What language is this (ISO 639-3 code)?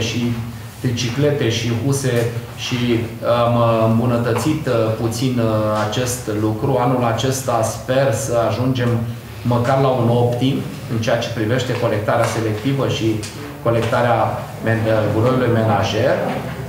ron